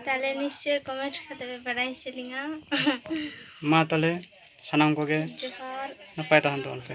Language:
Santali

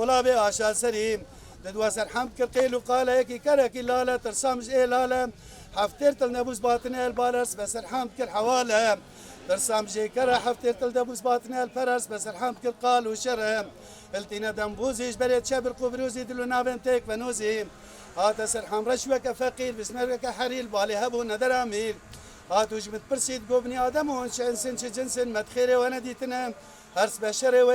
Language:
Kurdish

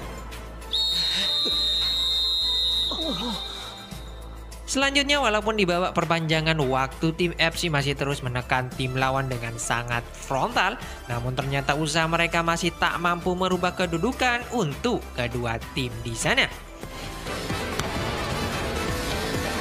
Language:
Indonesian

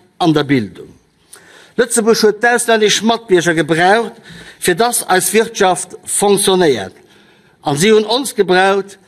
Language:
Luxembourgish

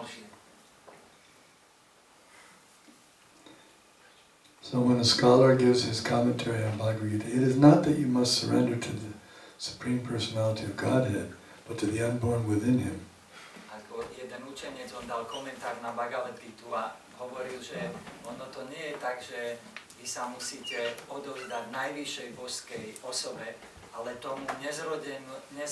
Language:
Slovak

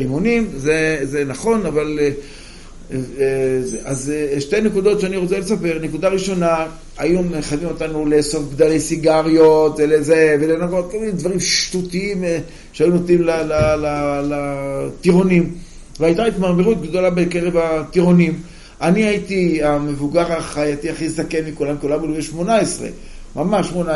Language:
Hebrew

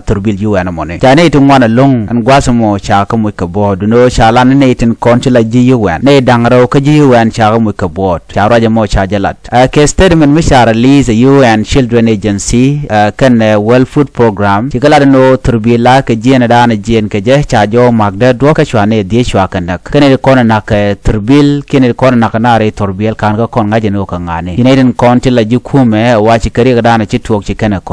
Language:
Nuer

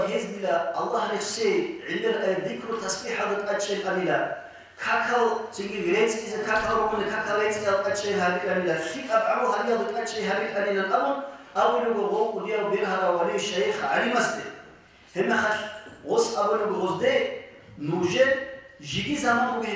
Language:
Avaric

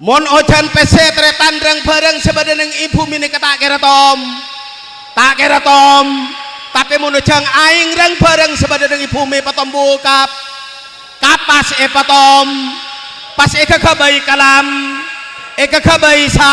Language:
Madurese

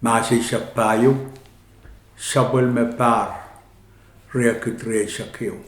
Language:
Pohnpeian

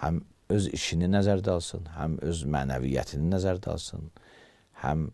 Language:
Azerbaijani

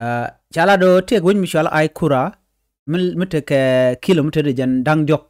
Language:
Nuer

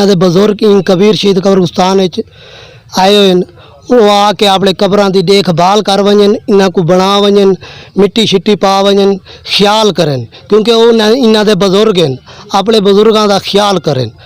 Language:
Saraiki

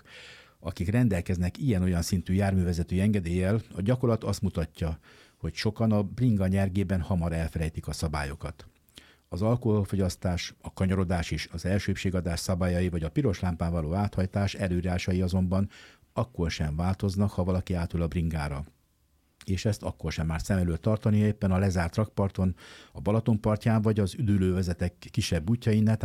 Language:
Hungarian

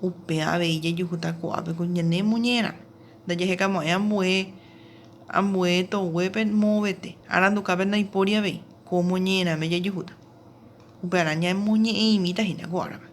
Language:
Guarani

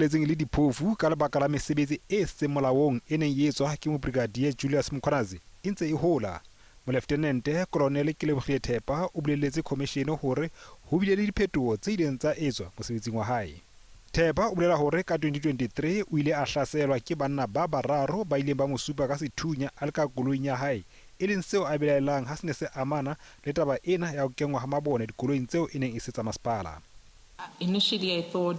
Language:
Southern Sotho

